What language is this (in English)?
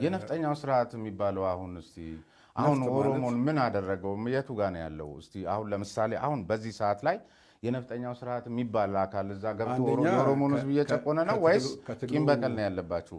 Amharic